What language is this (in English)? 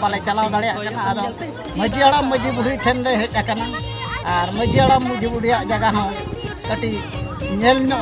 Santali